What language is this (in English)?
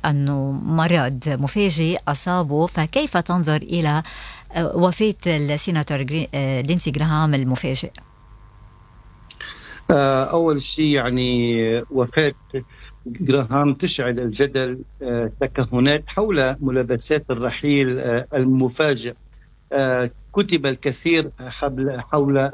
Arabic